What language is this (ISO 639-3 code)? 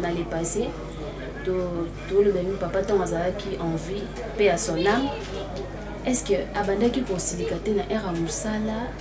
lin